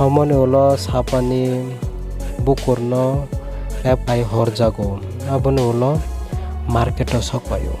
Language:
Kok Borok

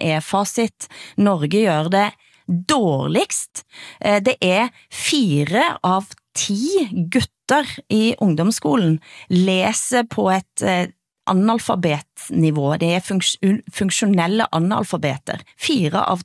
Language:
Norwegian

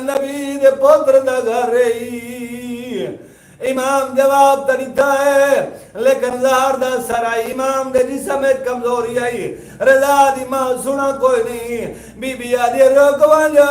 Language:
Saraiki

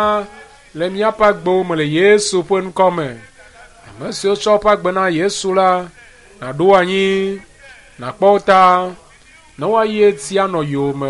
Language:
Ewe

